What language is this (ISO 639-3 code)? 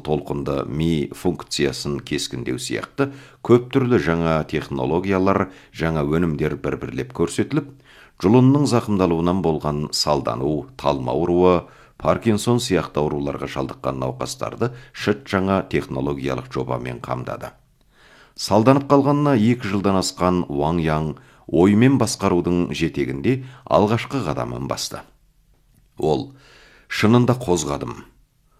kaz